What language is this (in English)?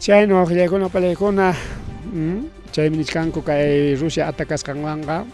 Ayacucho Quechua